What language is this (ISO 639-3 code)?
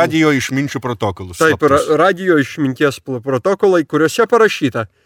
lit